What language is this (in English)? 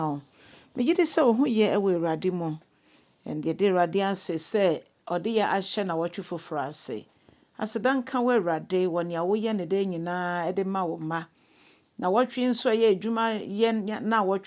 Akan